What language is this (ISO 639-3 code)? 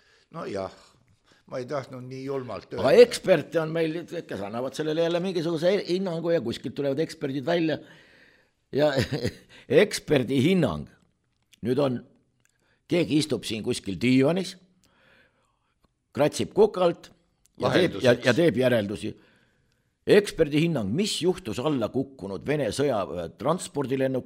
est